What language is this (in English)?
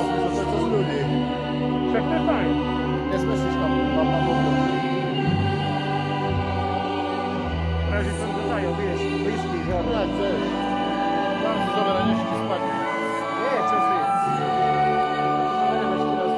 Slovak